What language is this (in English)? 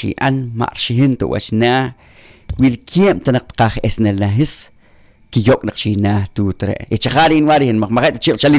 Poqomchi'